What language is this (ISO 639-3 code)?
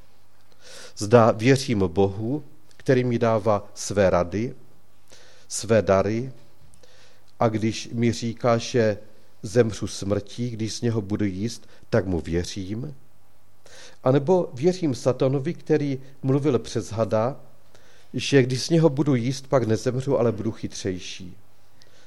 ces